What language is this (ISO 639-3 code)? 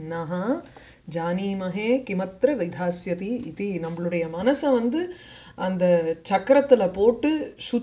tam